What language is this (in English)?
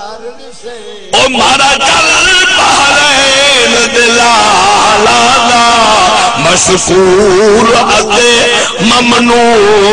Saraiki